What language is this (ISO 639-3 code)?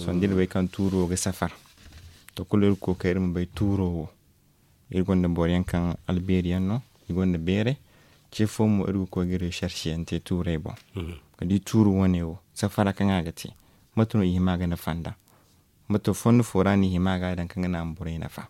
dje